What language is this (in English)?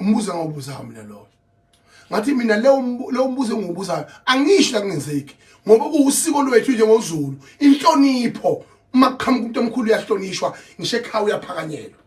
Zulu